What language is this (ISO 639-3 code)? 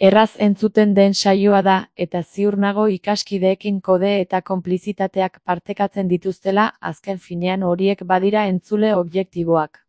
eus